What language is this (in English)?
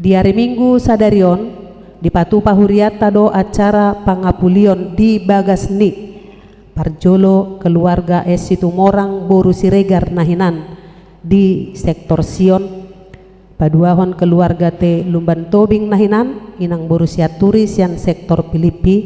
Batak Toba